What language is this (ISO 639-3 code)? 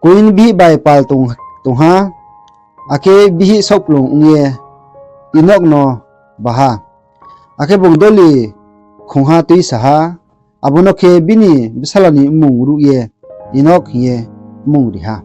ria